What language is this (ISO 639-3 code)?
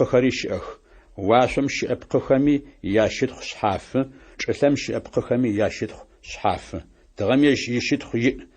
ady